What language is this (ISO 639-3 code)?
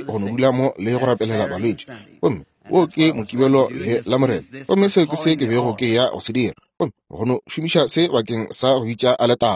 nso